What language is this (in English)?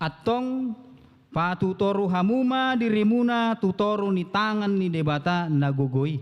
Batak Toba